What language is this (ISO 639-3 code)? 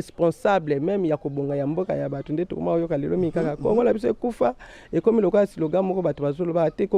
lin